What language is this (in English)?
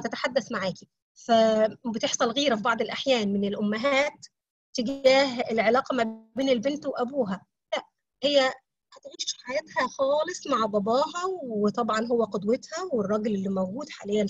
Egyptian Arabic